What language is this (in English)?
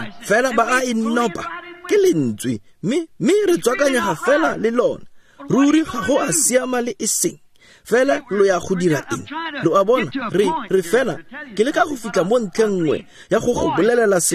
Tswana